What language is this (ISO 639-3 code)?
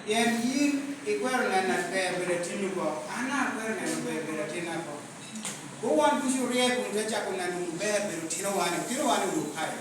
laj